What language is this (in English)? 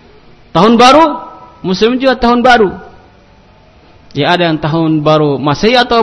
Indonesian